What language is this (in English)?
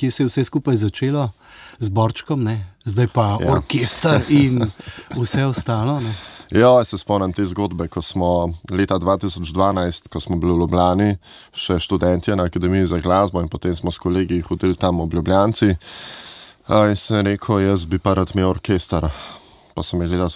Slovenian